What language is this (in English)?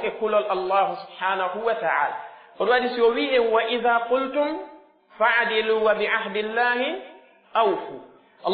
Pular